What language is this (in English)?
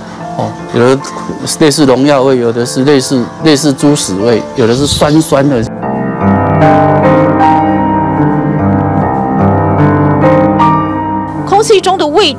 Chinese